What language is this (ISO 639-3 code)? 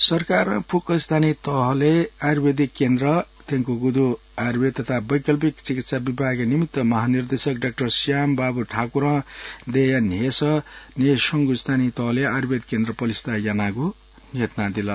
new